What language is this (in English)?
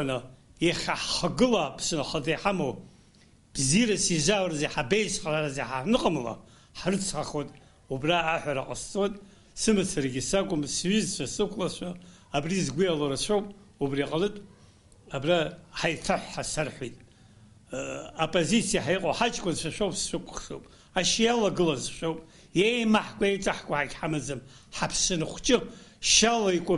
Abkhazian